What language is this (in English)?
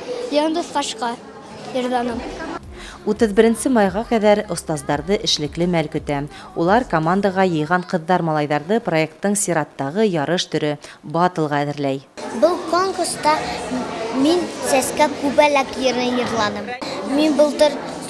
Bashkir